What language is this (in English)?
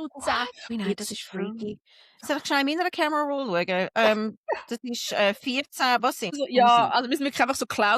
Swiss German